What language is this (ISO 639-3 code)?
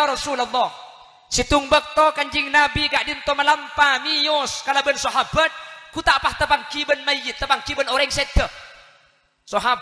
mad